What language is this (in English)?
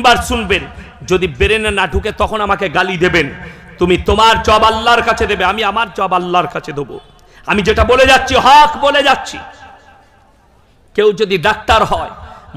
Bangla